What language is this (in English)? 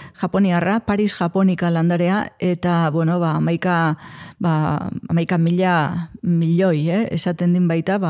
Basque